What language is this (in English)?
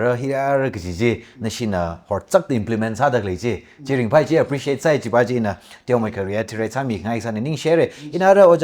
Tangkhul Naga (India)